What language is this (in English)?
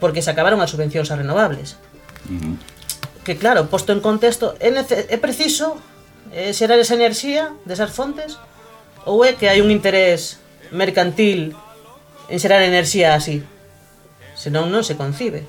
Galician